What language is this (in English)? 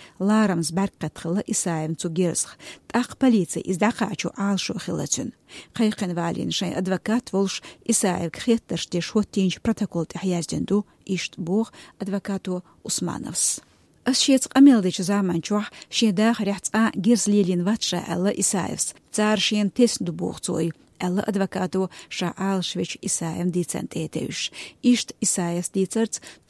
Chechen